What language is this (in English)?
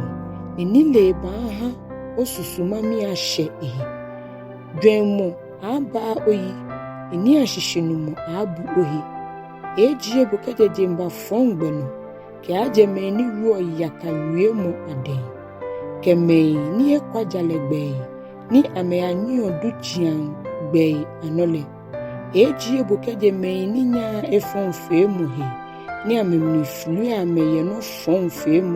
Ga